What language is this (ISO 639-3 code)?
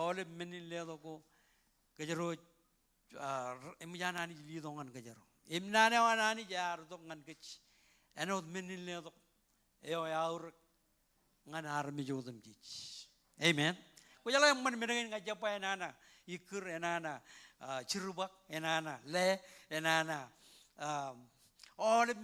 mah